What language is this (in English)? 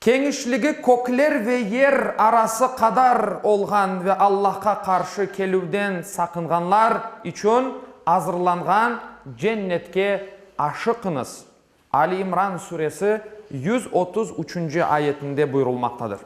Crimean Tatar